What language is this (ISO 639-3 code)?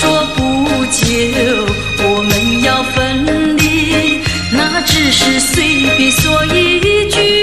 zho